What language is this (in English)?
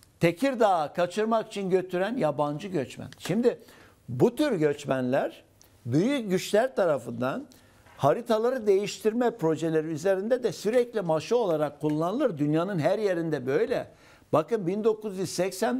Turkish